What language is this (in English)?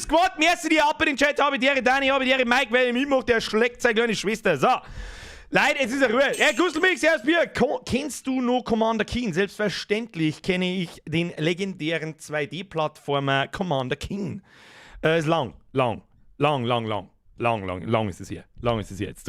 Bavarian